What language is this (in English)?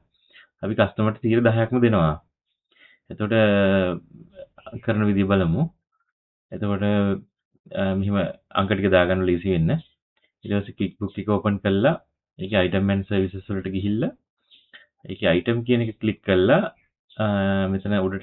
Sinhala